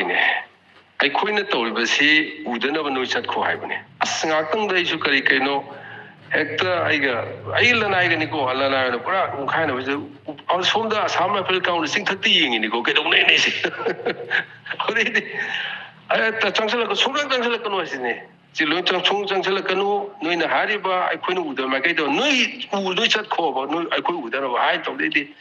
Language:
Manipuri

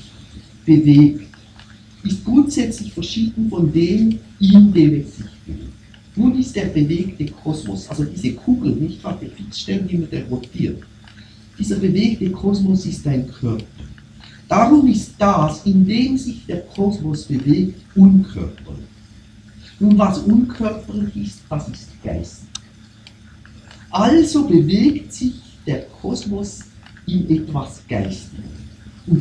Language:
German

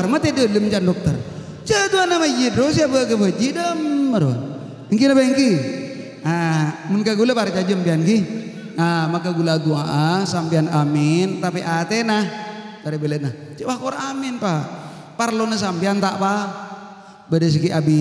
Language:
Madurese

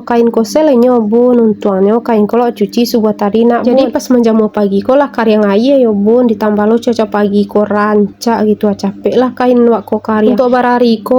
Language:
Minangkabau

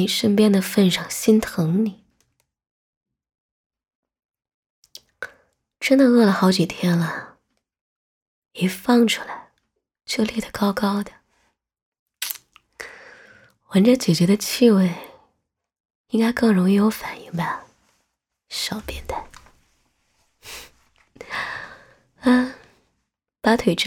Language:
Chinese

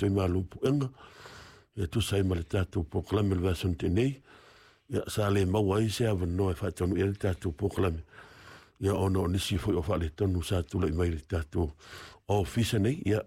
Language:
Samoan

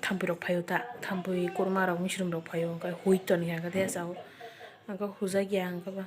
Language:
Kok Borok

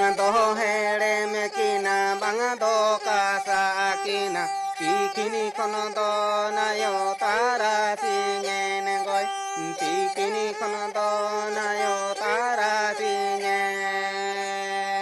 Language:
Santali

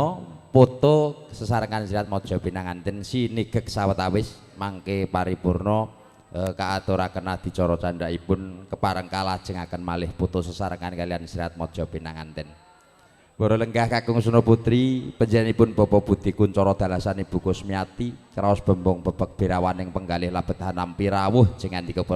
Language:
Javanese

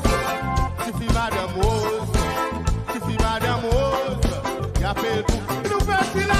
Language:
Seselwa Creole French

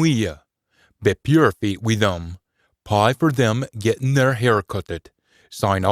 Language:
Scots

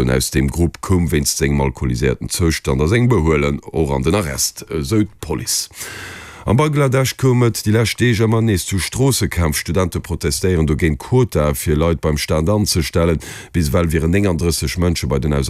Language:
Luxembourgish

